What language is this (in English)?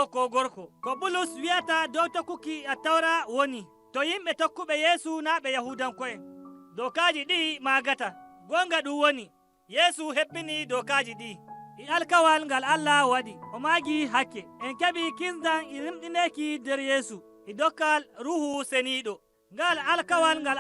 Nigerian Fulfulde